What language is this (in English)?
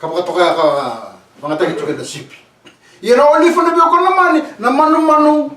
Fijian